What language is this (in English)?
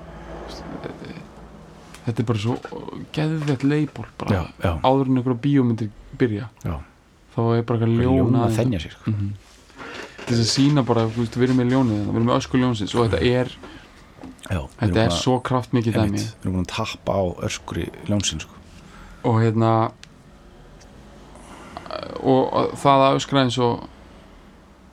Icelandic